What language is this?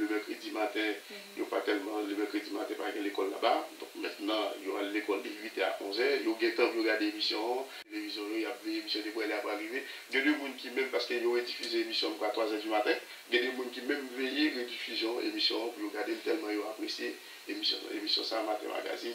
Haitian Creole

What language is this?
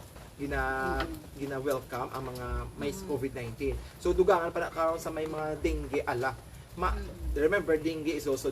Hiligaynon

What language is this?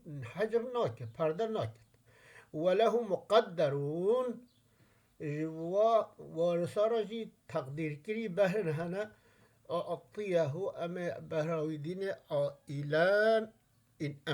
Kurdish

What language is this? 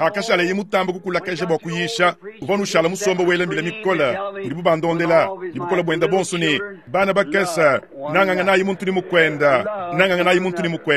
Luba-Lulua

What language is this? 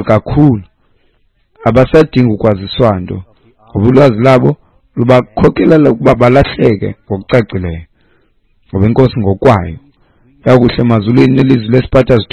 Xhosa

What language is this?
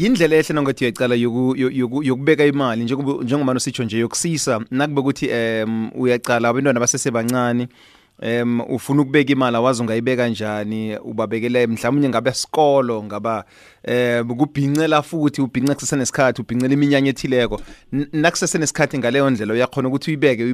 South Ndebele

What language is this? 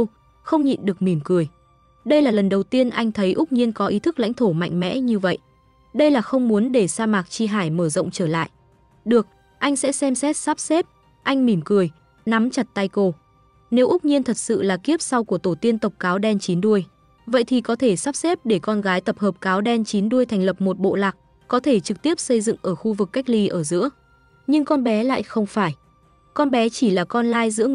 Vietnamese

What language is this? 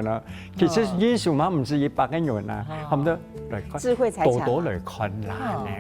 Hakka Chinese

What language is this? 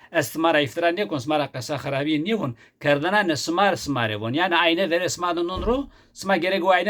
Zaza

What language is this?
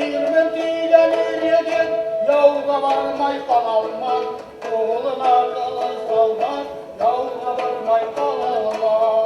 Bashkir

